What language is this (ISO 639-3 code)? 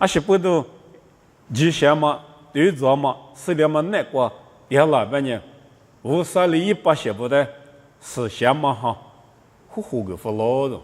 lis